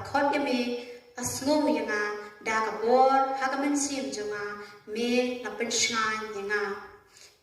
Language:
Khasi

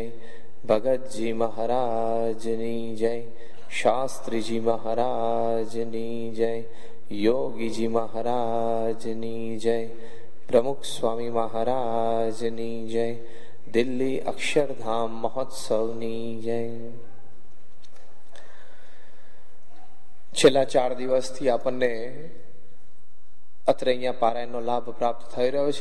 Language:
Gujarati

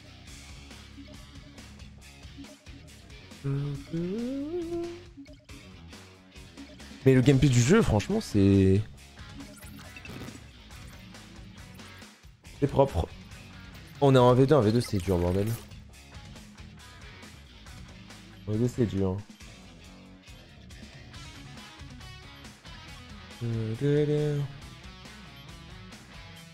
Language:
French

